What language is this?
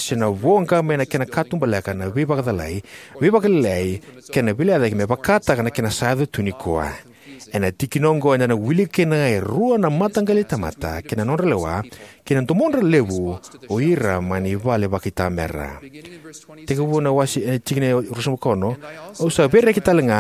Fijian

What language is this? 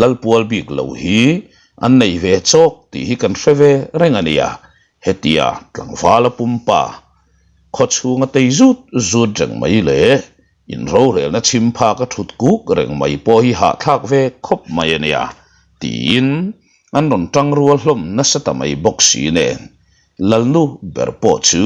Mizo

